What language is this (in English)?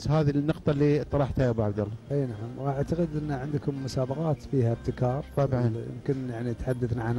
Gulf Arabic